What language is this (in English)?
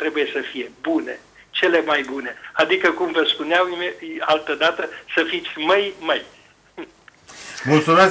Romanian